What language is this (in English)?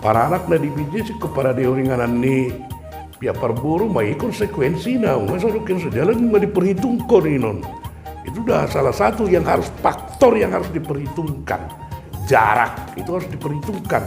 Batak Toba